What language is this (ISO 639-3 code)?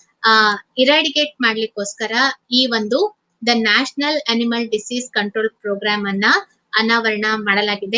kan